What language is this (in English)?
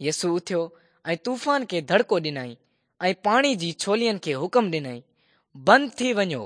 Sindhi